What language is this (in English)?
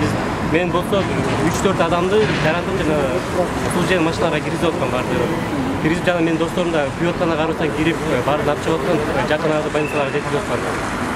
Kyrgyz